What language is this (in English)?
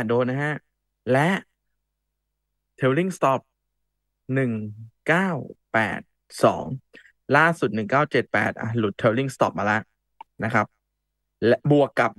Thai